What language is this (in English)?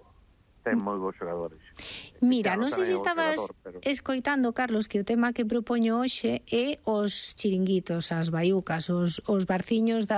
Galician